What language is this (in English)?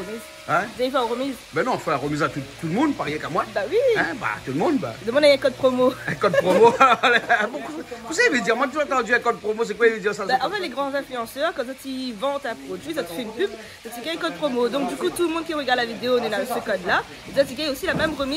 Réunion Creole French